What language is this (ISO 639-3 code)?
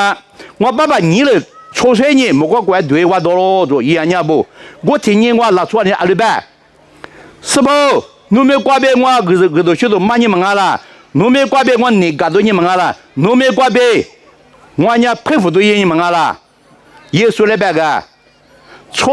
lis